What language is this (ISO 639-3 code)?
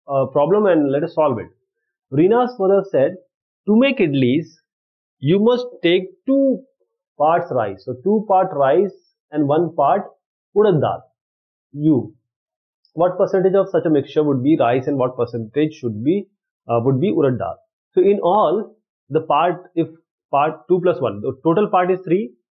eng